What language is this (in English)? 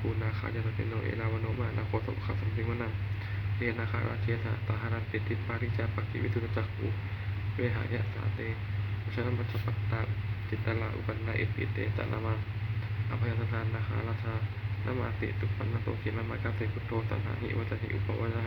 Pali